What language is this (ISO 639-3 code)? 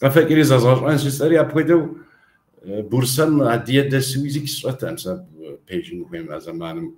kbd